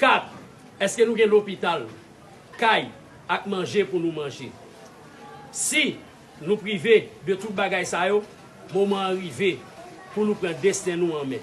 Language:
Haitian Creole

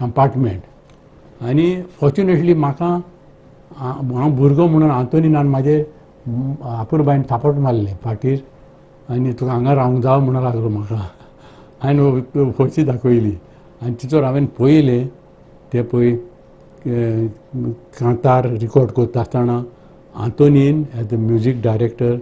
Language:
Konkani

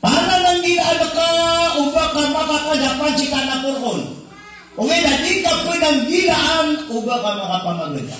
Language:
Maranao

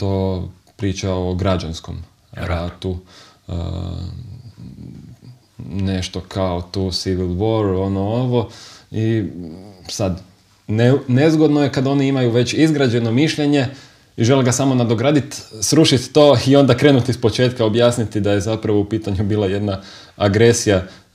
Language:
Croatian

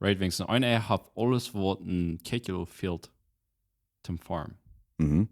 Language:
Plautdietsch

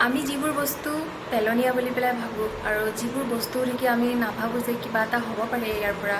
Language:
Assamese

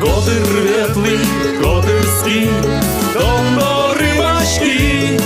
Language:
Udmurt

